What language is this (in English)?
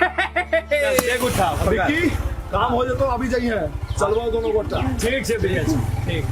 Angika